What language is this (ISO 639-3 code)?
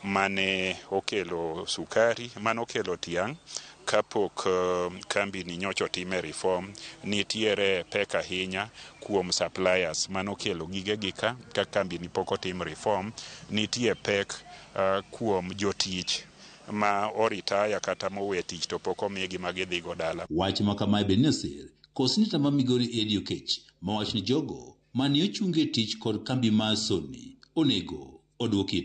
luo